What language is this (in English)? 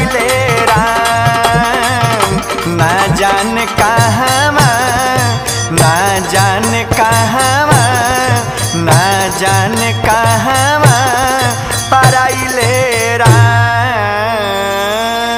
Bhojpuri